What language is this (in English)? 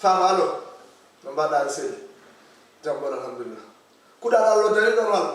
Fula